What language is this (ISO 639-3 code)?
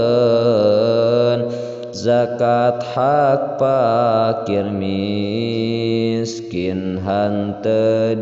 sun